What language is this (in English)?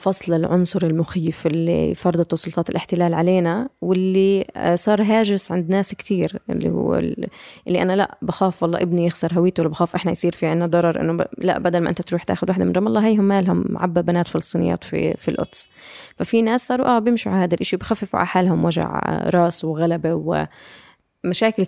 North Levantine Arabic